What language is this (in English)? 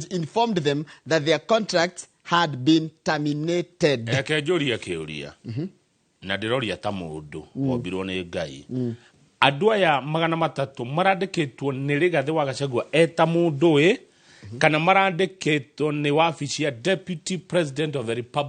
Kikuyu